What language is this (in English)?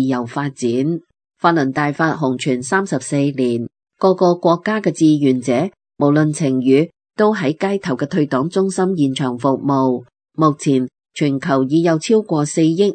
Cantonese